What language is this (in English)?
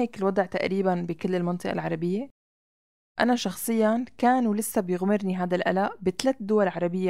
North Levantine Arabic